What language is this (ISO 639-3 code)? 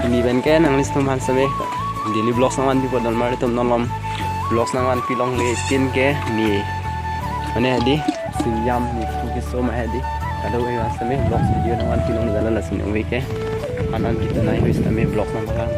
mjw